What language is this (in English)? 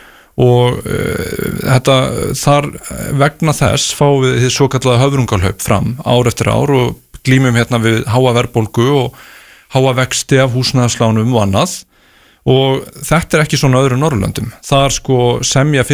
Icelandic